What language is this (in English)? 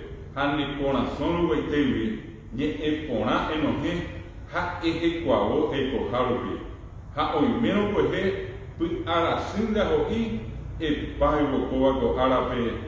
Guarani